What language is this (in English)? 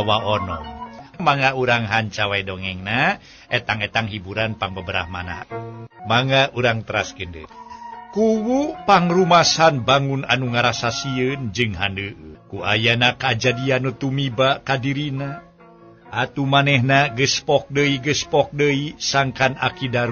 Sundanese